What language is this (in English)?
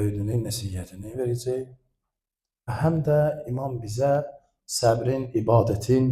Azerbaijani